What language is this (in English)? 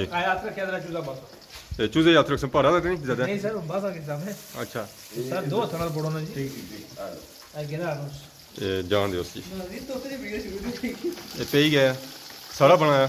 Pahari-Potwari